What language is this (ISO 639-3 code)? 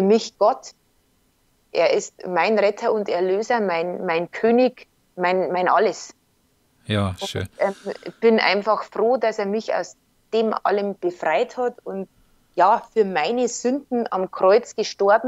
deu